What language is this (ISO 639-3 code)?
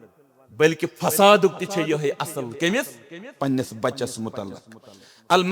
kas